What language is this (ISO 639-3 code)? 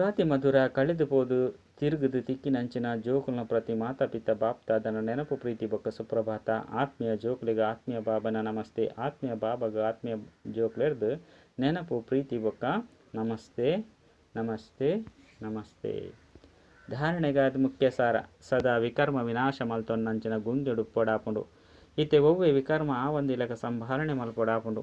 tcy